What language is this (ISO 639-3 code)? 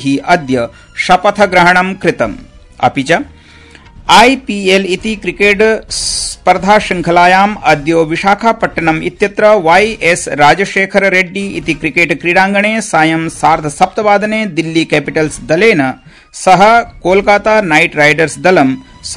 san